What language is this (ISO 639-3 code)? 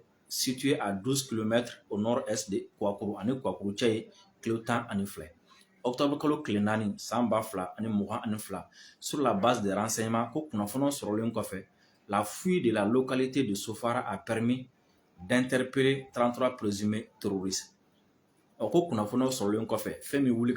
bam